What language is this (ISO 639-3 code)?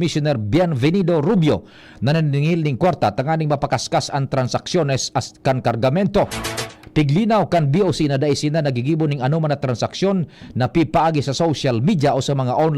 bik